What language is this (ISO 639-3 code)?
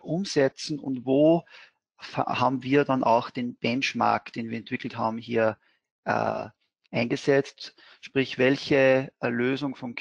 deu